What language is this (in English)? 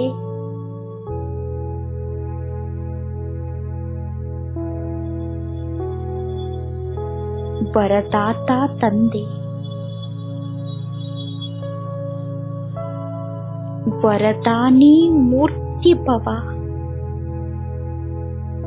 Kannada